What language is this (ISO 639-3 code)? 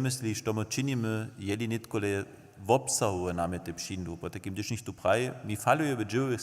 hsb